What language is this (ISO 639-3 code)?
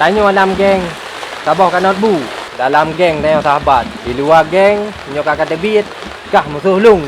ace